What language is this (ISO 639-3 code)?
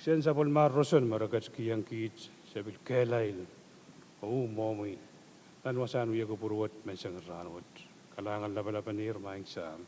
pon